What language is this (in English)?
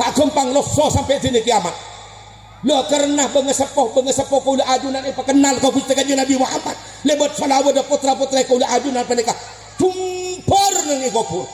Madurese